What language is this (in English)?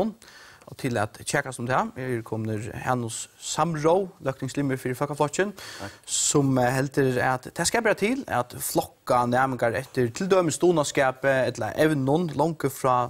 Faroese